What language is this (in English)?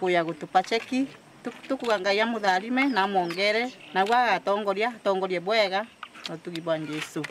Meru